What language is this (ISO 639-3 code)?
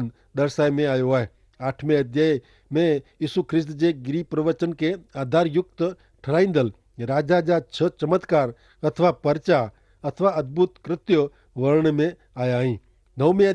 kfr